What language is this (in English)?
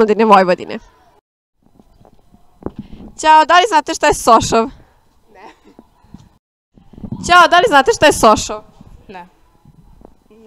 Serbian